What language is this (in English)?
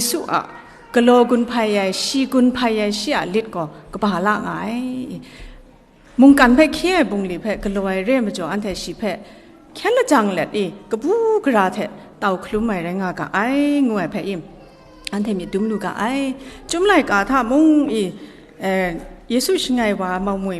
Kachin